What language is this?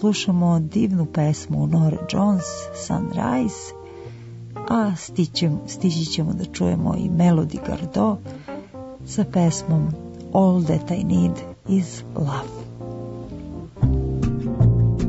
Serbian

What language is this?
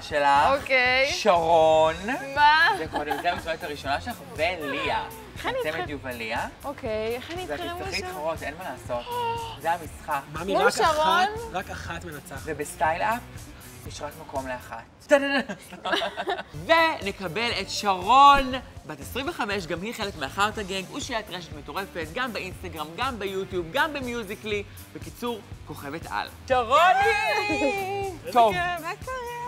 Hebrew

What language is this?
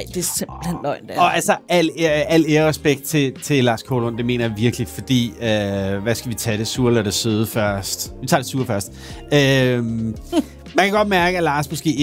Danish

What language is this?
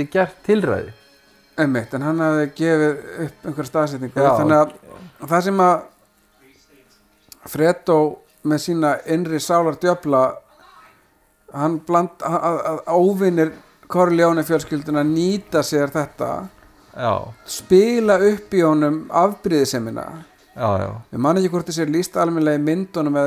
Icelandic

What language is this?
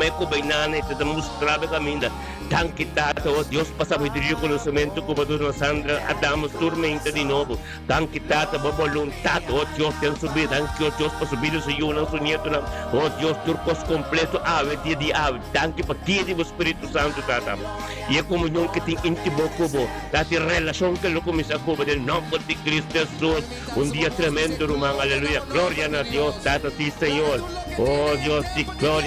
Papiamento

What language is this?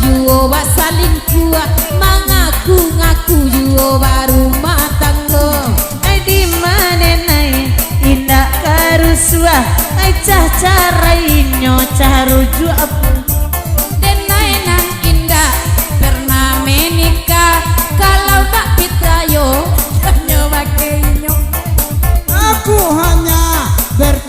Minangkabau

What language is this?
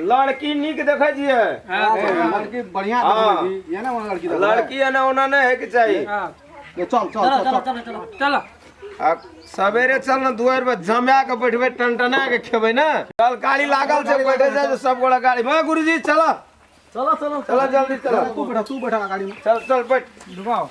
Maithili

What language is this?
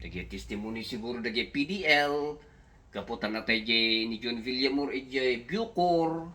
Iloko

